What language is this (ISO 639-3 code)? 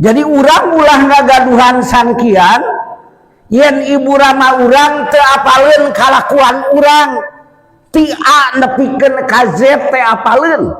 sun